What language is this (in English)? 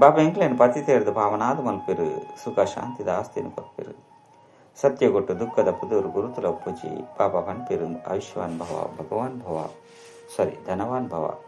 Tulu